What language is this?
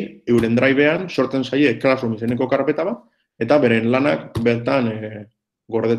Basque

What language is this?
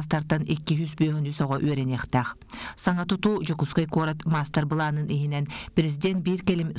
Yakut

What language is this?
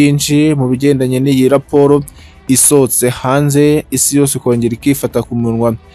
Kinyarwanda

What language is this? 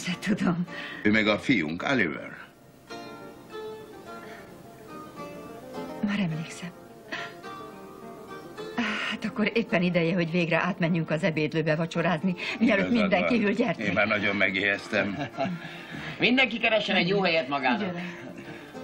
Hungarian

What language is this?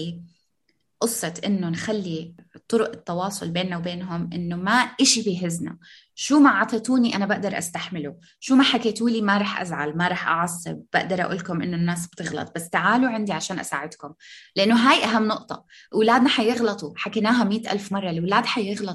North Levantine Arabic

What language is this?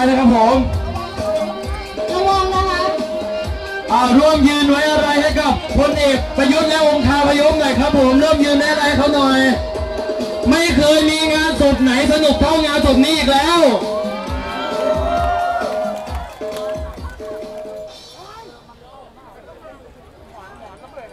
Thai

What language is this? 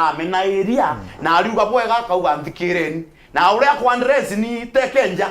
Meru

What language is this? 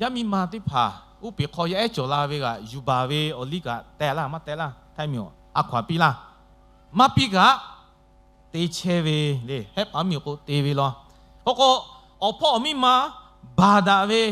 Lahu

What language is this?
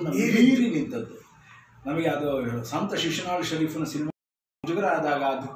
Kannada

